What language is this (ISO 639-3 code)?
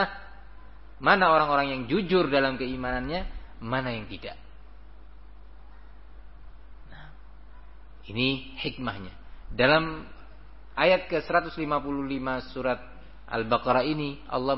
ind